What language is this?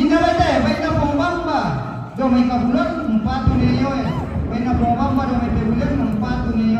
Toraja-Sa'dan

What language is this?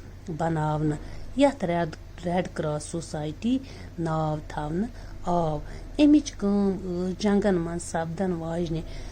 Kashmiri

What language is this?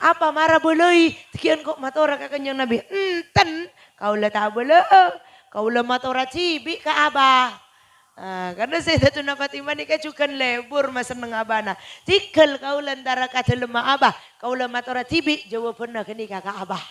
Madurese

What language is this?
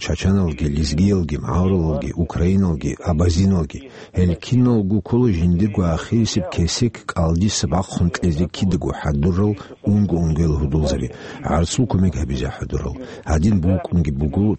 Avaric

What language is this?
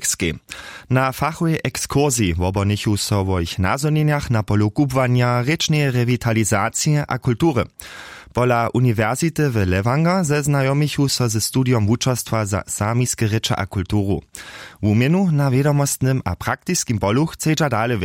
Upper Sorbian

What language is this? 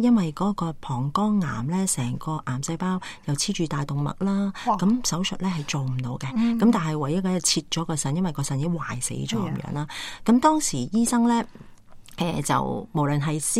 Cantonese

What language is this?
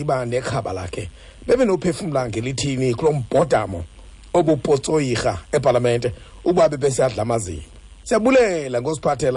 Xhosa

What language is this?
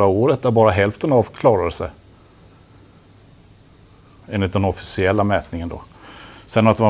Swedish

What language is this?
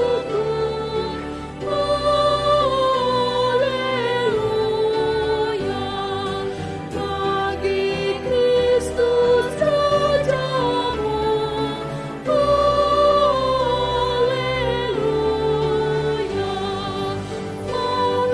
Indonesian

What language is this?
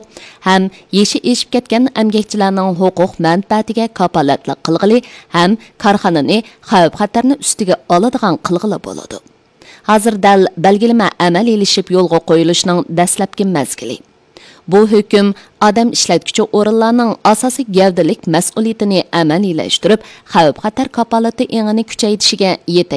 Uyghur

